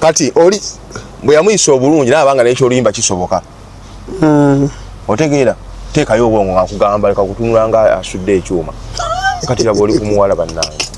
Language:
Ganda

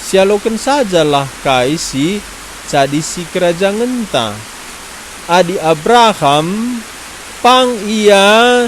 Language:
Batak Karo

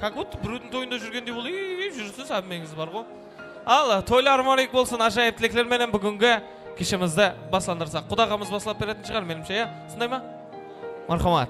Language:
Kara-Kalpak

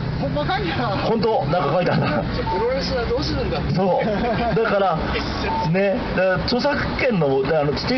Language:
Japanese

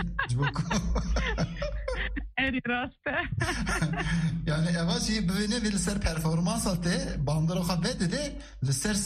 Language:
Turkish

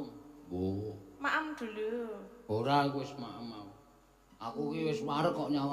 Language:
Javanese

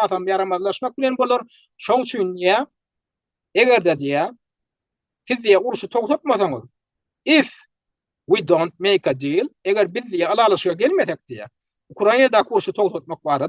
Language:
Turkmen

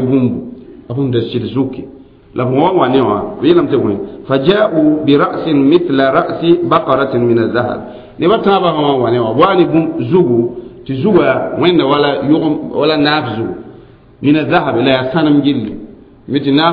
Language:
Mossi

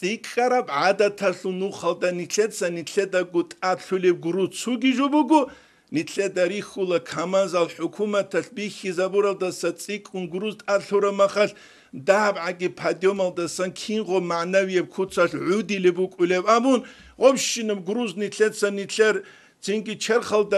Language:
Avaric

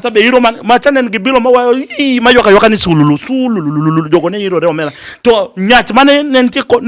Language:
Luo (Kenya and Tanzania)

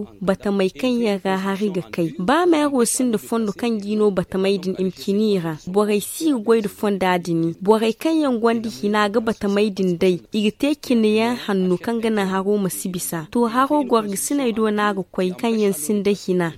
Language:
Zarma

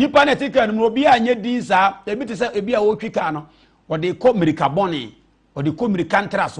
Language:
Akan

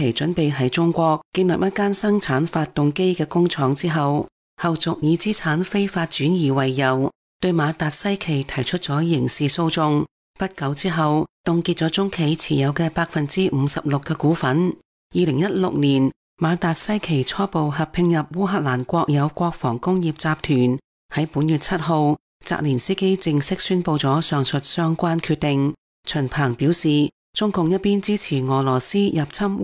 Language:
Cantonese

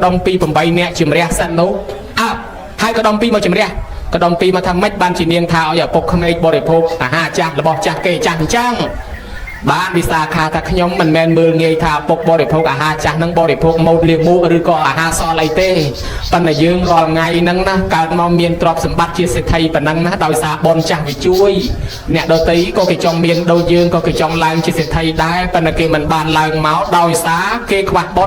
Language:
Khmer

